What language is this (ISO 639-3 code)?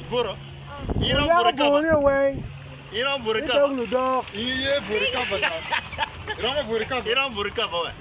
ach